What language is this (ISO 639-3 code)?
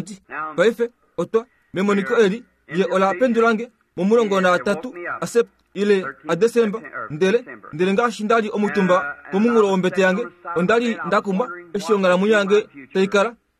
kua